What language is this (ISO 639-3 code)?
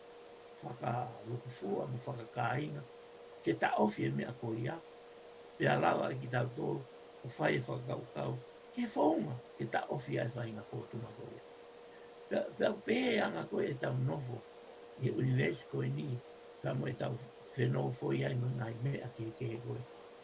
ton